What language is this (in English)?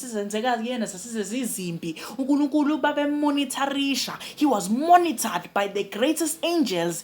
Zulu